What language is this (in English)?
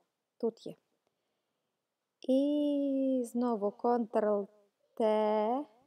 Ukrainian